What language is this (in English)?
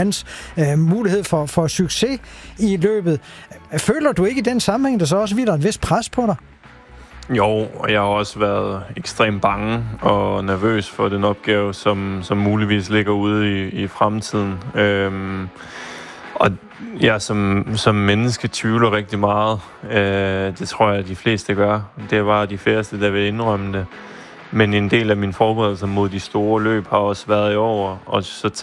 Danish